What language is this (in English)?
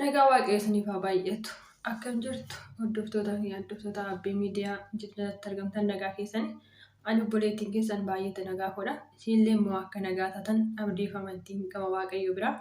Oromo